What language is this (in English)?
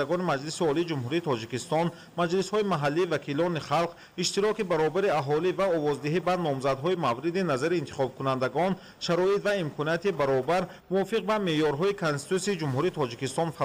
Tajik